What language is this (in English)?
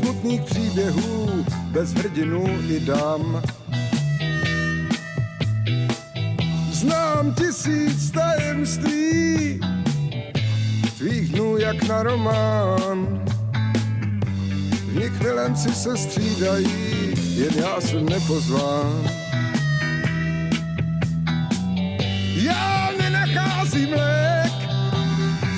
Czech